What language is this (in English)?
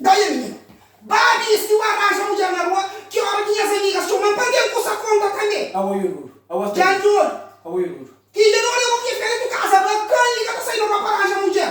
Kabuverdianu